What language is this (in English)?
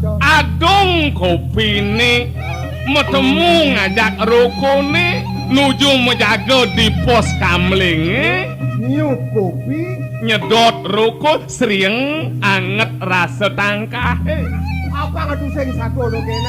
Balinese